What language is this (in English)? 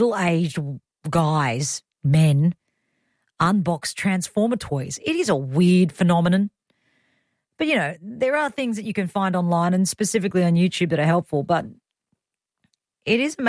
English